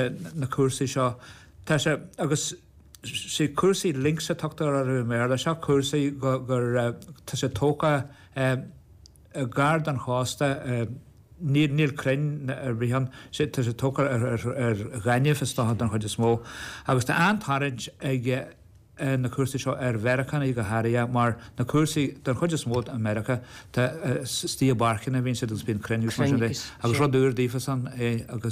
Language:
Irish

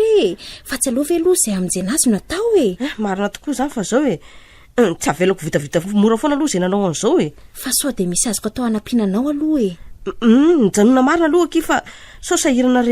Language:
Malagasy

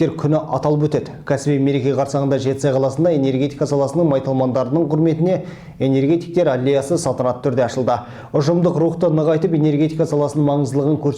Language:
Kazakh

